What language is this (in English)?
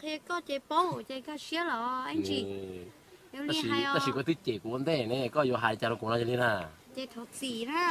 Hmong